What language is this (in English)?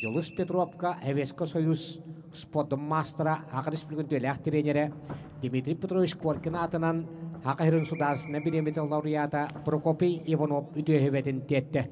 Yakut